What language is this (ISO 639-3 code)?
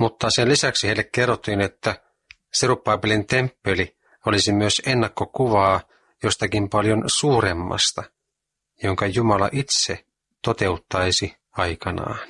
fin